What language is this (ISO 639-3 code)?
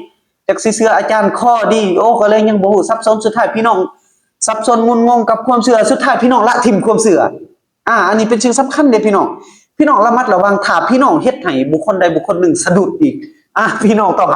lao